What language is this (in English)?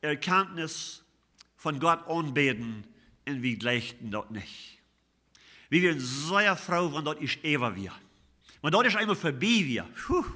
Plautdietsch